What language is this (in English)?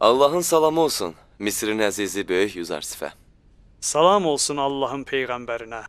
Azerbaijani